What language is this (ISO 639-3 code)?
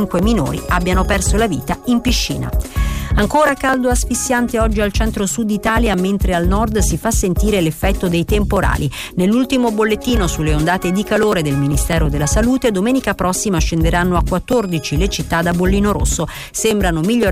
ita